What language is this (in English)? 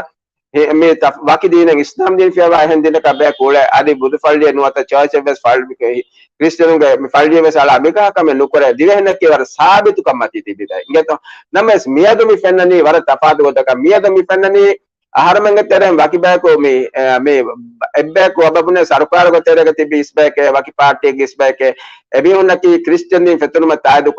Divehi